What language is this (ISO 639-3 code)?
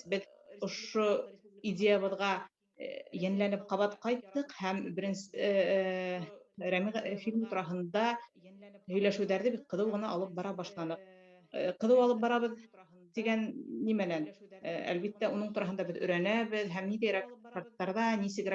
bak